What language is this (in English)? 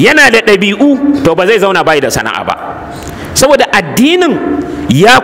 Hausa